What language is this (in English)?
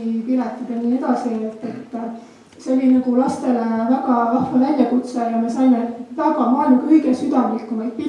Estonian